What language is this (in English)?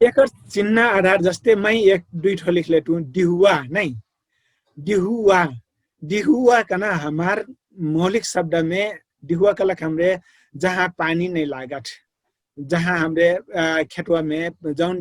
Dangaura Tharu